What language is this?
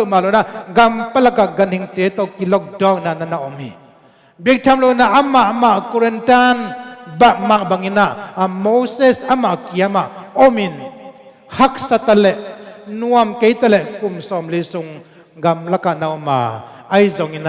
Tedim Chin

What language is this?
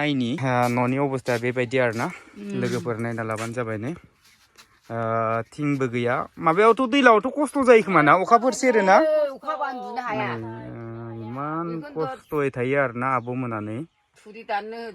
Bodo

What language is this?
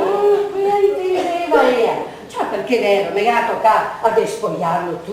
Venetian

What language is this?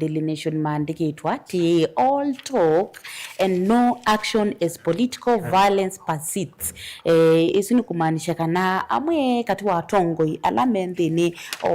Kamba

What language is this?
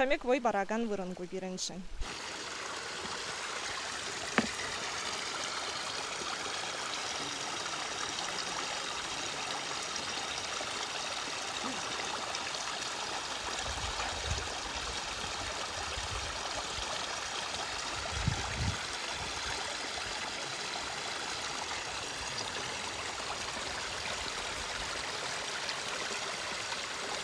Chuvash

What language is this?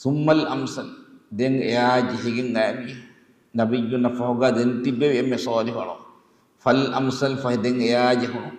Divehi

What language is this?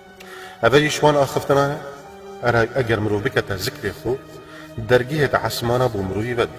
Kurdish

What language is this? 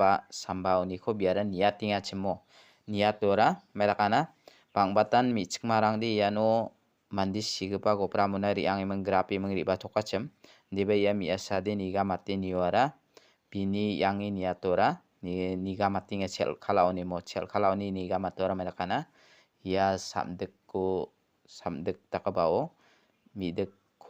Garo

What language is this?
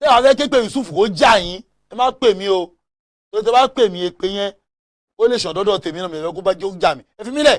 Yoruba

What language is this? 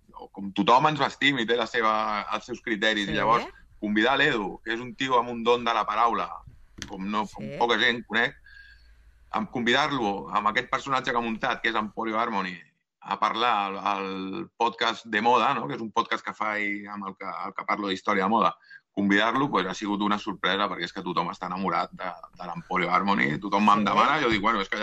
Catalan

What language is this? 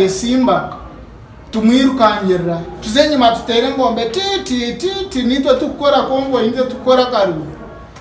Nyankole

